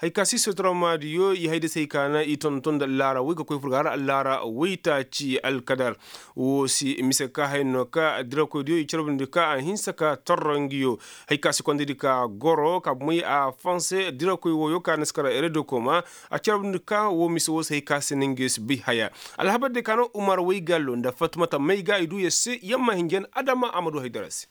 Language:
Koyraboro Senni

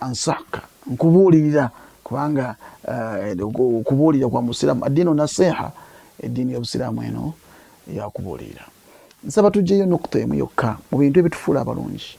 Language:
Ganda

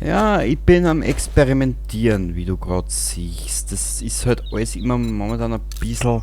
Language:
Bavarian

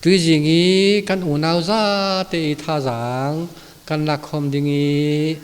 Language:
Falam Chin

